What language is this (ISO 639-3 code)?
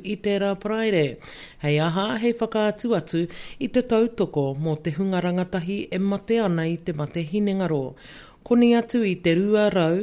mri